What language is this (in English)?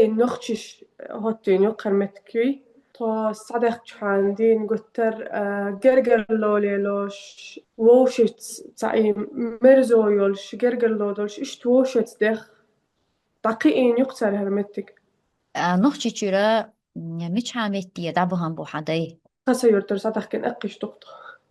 Chechen